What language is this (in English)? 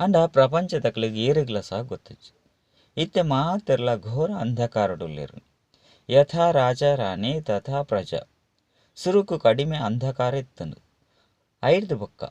Tulu